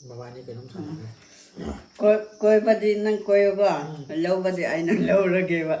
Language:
Manipuri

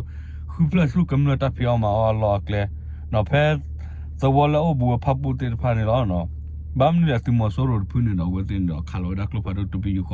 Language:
S'gaw Karen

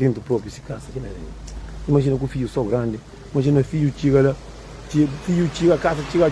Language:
Kabuverdianu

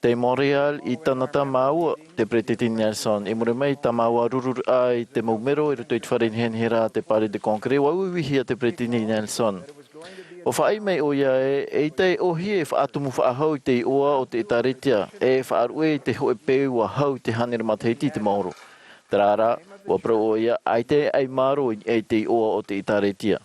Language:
Tahitian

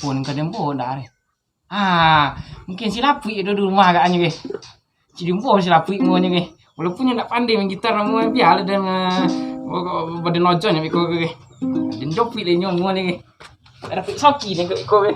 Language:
Minangkabau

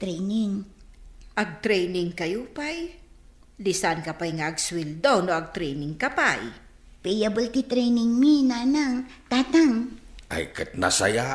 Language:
Iloko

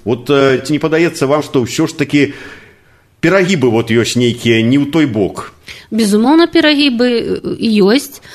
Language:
Belarusian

